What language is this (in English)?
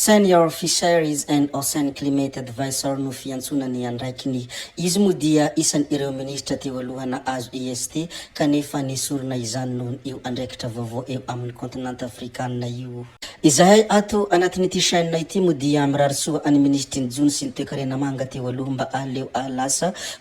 Malagasy